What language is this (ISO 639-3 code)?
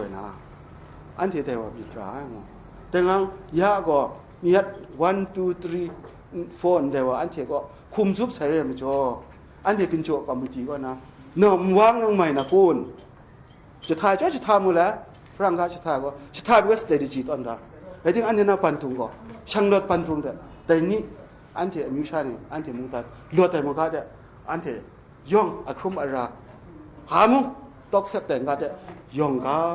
kac